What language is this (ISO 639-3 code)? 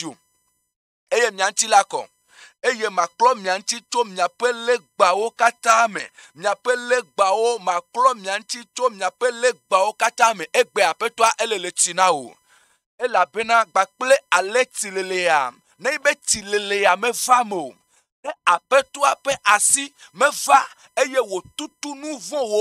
ewe